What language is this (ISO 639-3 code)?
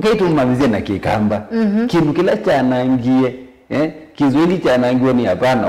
kam